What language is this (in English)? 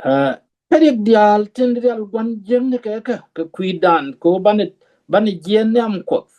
Nuer